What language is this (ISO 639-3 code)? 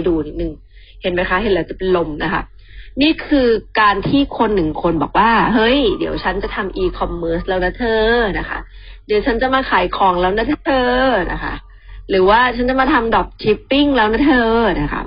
tha